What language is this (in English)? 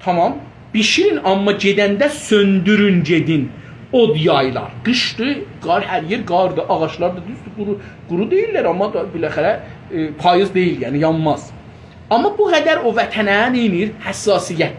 South Azerbaijani